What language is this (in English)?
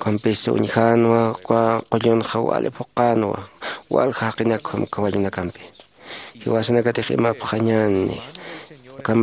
Aymara